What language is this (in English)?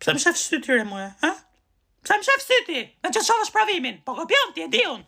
Albanian